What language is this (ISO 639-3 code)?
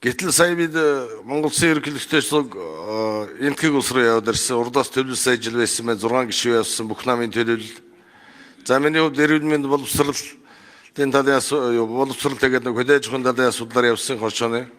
mon